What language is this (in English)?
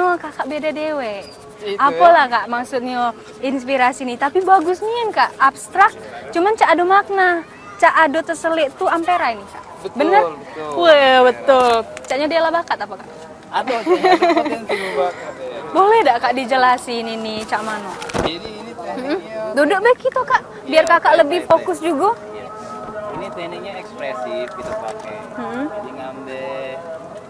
Musi